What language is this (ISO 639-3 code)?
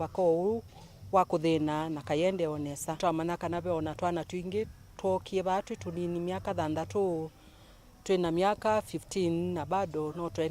kam